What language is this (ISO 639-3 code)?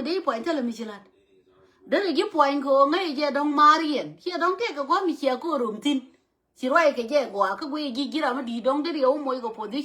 nus